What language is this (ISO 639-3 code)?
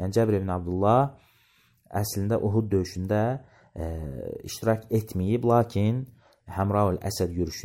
aze